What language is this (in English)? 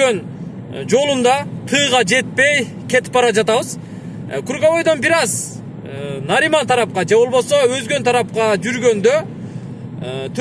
Kyrgyz